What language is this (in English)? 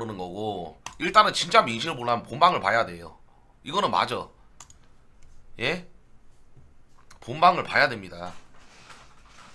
Korean